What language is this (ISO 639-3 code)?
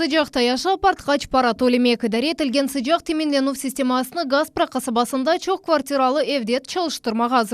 crh